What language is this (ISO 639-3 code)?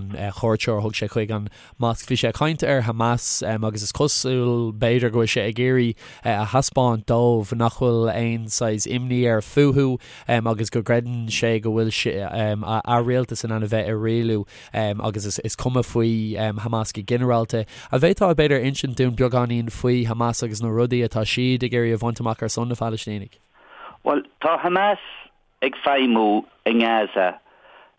gle